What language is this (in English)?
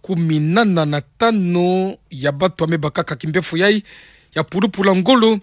Kituba (Democratic Republic of Congo)